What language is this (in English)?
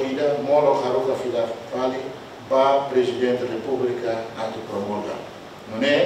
Tetum